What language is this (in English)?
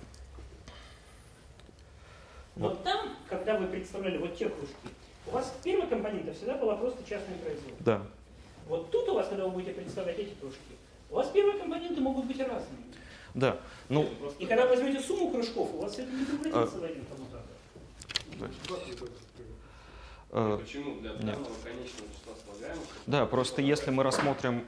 Russian